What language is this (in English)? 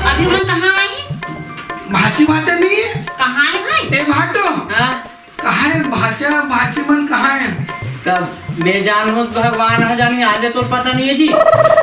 Chhattisgarhi